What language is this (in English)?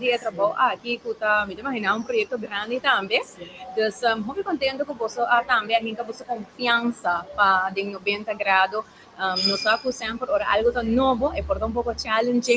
Papiamento